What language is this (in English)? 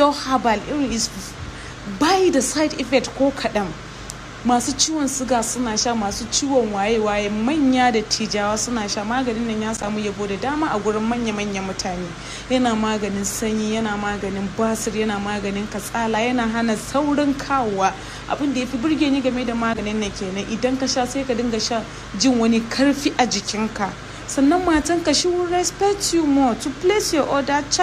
Hausa